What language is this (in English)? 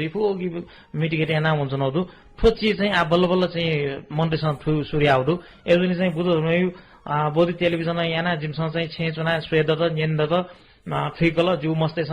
Newari